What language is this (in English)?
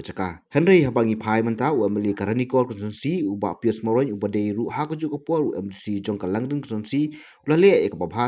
Khasi